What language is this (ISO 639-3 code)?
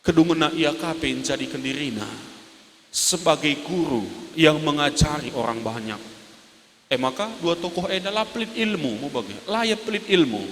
btx